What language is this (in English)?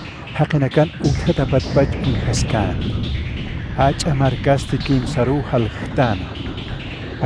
Aymara